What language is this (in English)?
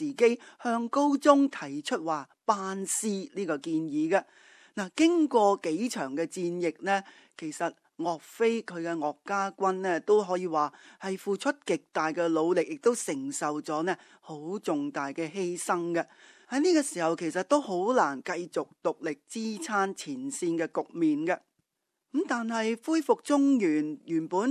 Cantonese